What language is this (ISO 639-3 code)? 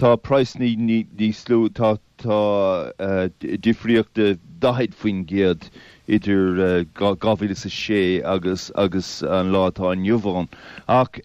gle